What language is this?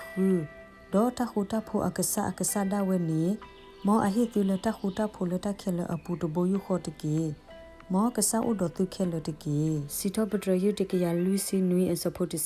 S'gaw Karen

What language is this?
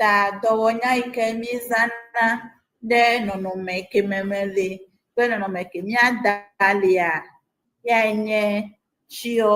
Ewe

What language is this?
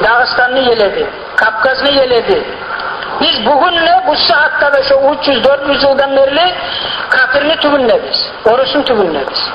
Kumyk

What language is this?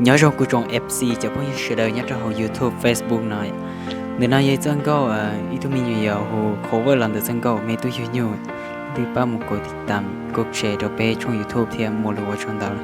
Hmong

